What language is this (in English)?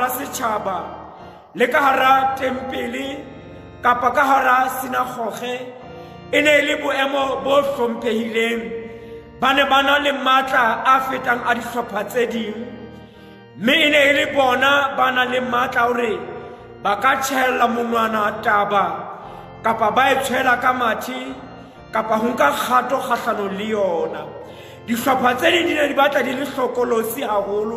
Southern Sotho